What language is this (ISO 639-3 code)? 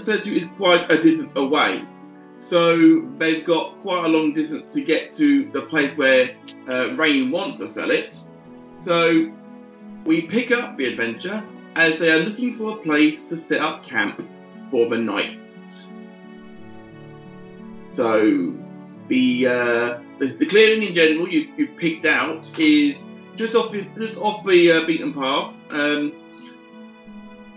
eng